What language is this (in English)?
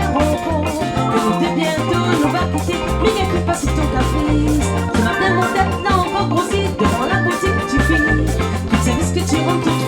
Réunion Creole French